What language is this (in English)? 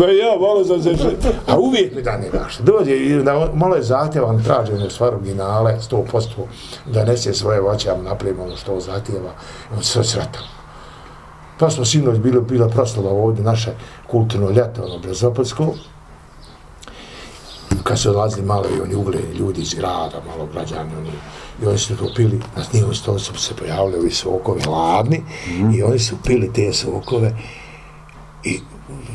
Bosnian